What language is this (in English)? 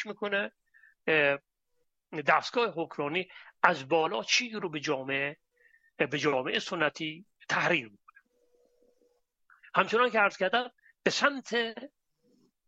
Persian